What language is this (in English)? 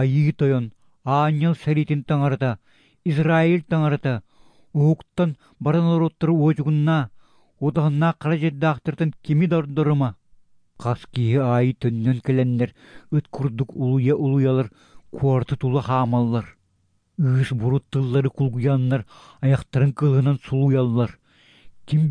Yakut